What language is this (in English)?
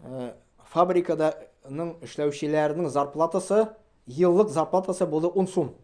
Tatar